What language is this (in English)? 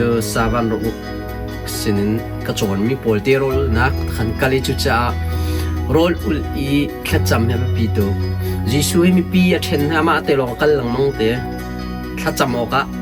Hakha Chin